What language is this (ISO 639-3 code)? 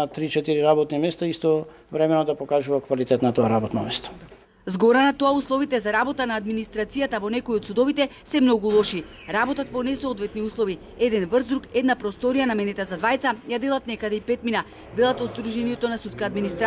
mkd